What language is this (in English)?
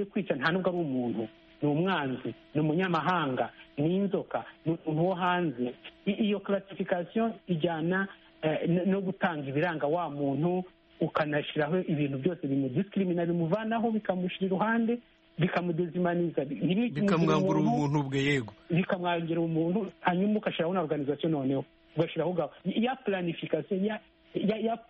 Kinyarwanda